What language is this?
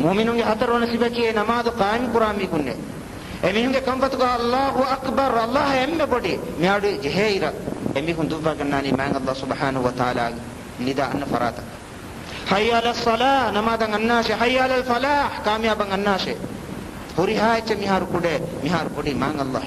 Divehi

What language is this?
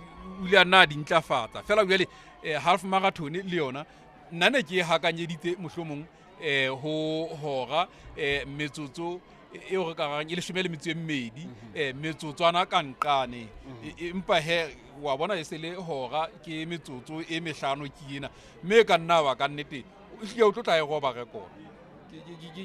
Southern Sotho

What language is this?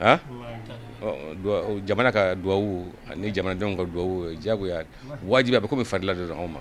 Bambara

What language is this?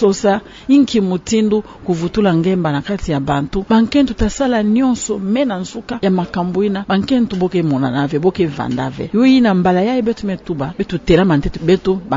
Kituba (Democratic Republic of Congo)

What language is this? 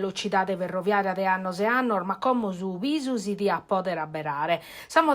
Sardinian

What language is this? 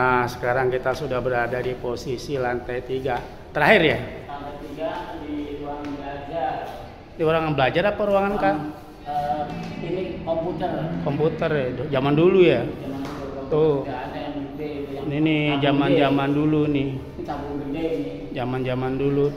Betawi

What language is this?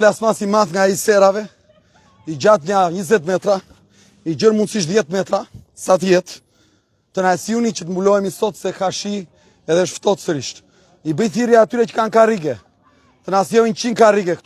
Albanian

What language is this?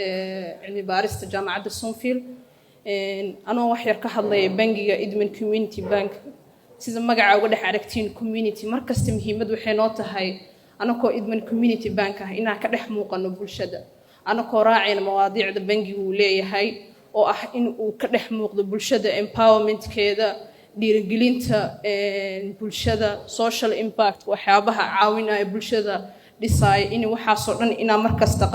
Somali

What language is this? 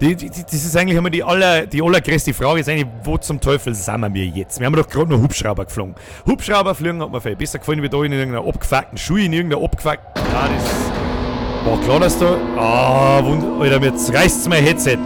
Bavarian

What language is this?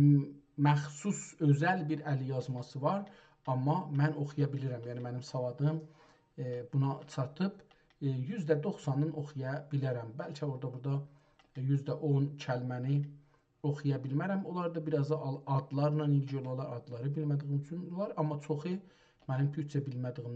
South Azerbaijani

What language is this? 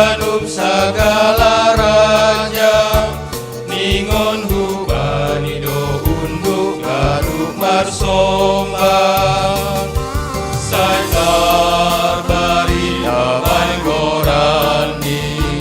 Batak Simalungun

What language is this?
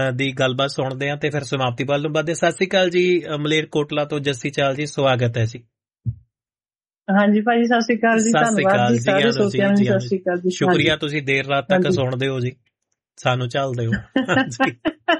Punjabi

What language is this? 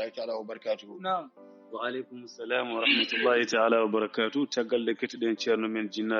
Fula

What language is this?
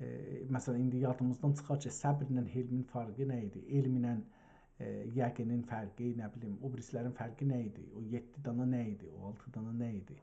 South Azerbaijani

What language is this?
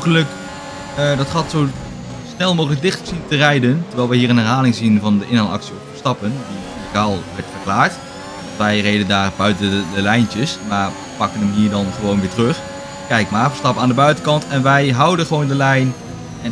Dutch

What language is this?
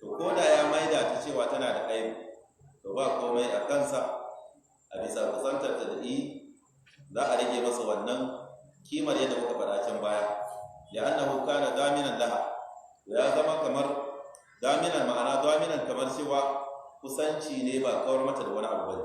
Hausa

